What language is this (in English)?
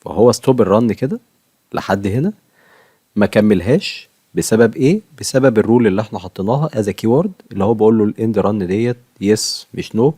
Egyptian Arabic